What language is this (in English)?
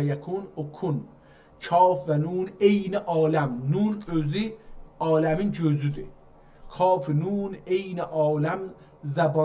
South Azerbaijani